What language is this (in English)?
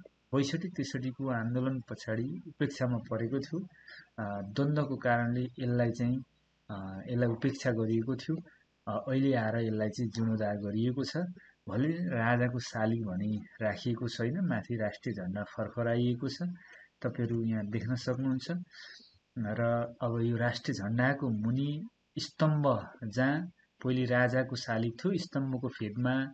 Nepali